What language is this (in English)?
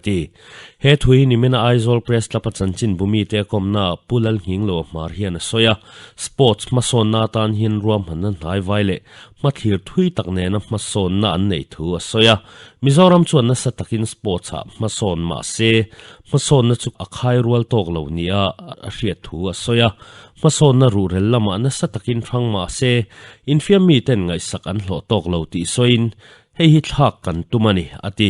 Mizo